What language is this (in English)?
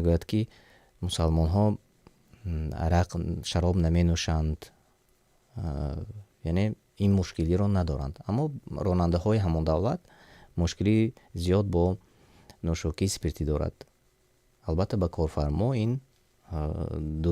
Tajik